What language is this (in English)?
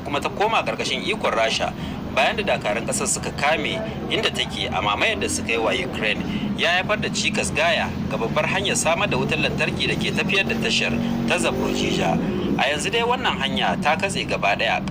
Hausa